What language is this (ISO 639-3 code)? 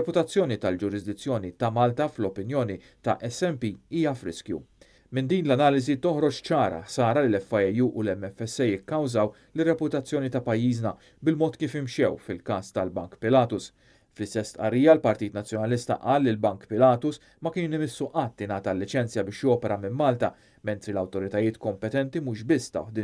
mlt